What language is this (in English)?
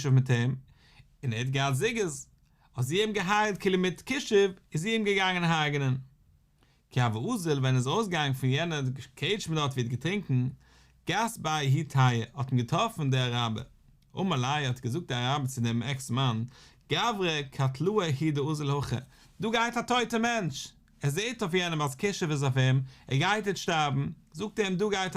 Yiddish